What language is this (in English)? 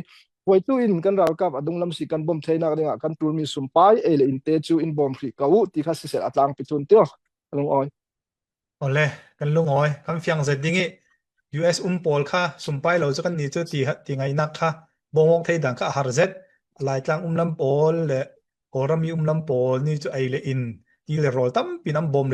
Falam Chin